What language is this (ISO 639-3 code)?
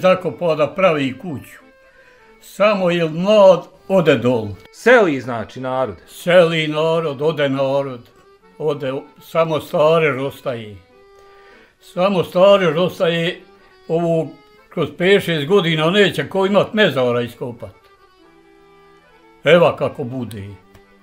bos